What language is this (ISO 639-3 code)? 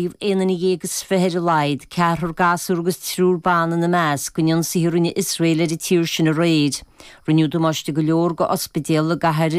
gle